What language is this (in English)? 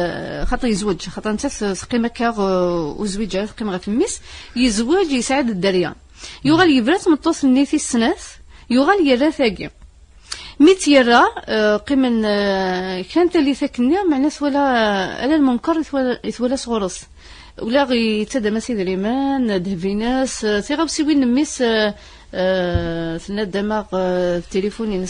Kabyle